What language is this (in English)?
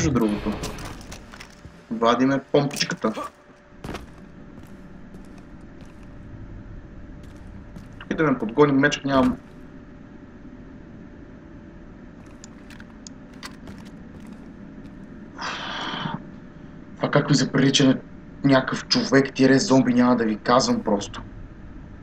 Bulgarian